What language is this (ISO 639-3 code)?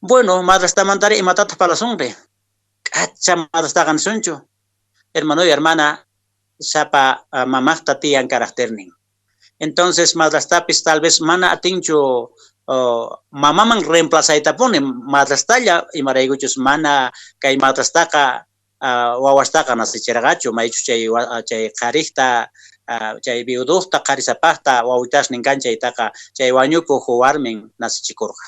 que